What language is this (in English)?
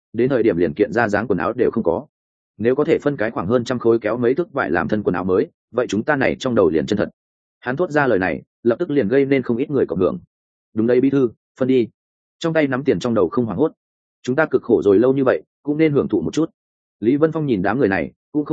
Vietnamese